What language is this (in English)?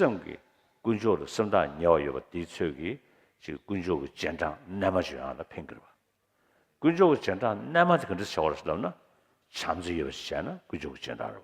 Tibetan